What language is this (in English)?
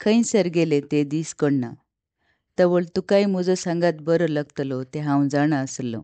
Konkani